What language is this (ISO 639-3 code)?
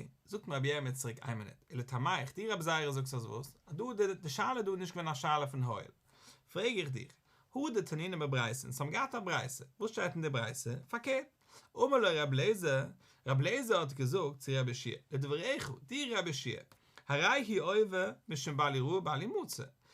yid